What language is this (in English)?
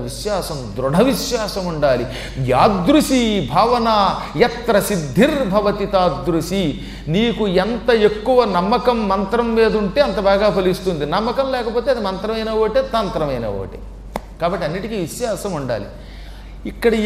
Telugu